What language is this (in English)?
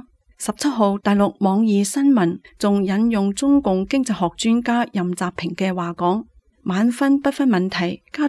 Cantonese